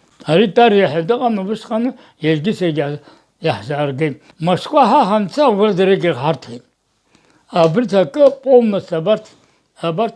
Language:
Abkhazian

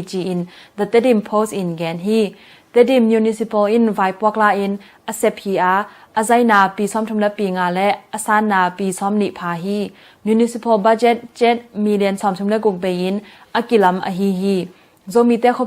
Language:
Tedim Chin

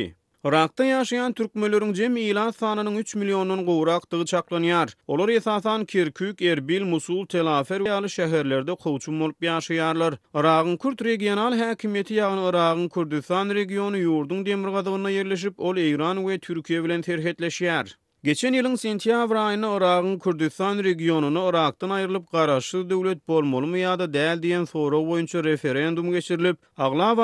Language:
Turkmen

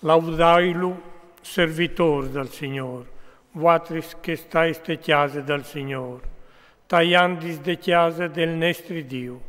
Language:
Friulian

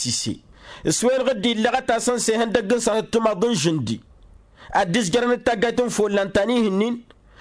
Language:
Tamasheq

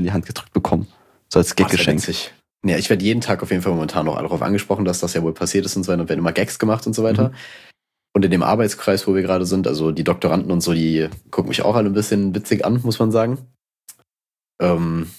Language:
German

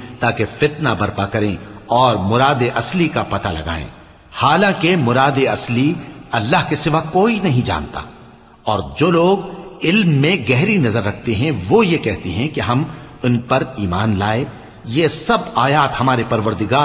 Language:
Urdu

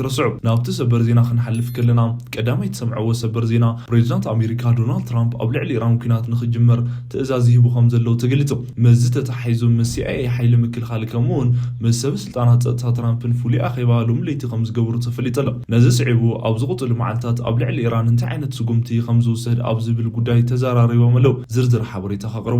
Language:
Tigrinya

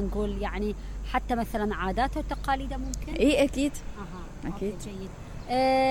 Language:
Mesopotamian Arabic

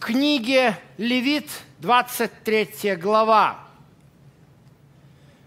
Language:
Russian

